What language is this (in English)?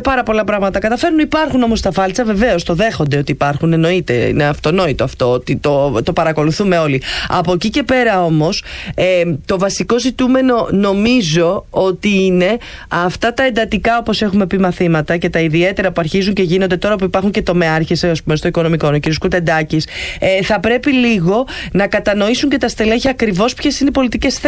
Greek